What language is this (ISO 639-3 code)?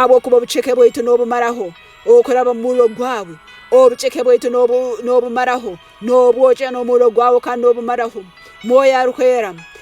ttj